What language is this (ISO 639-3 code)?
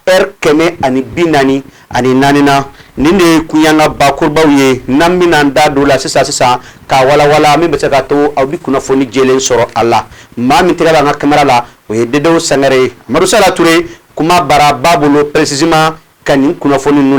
bam